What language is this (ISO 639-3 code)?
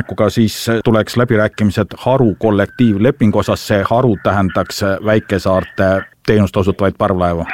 est